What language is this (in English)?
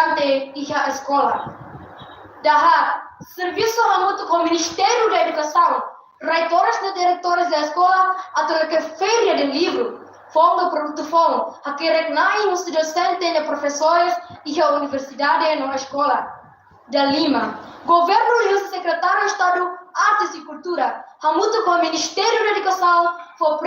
Tetum